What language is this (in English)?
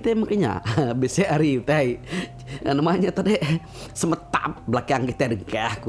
Iban